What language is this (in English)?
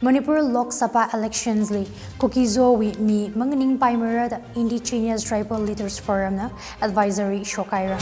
Tangkhul Naga (India)